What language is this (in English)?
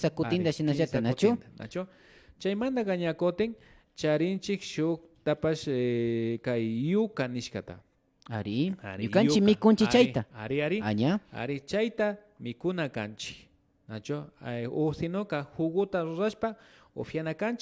Imbabura Highland Quichua